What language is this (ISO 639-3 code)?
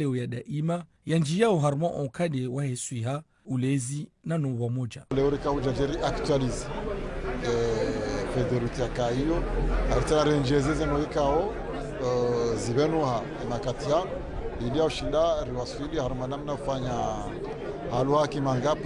zdj